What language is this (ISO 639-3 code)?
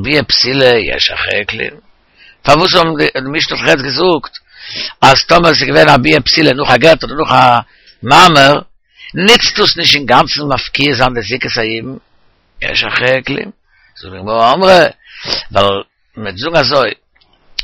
yid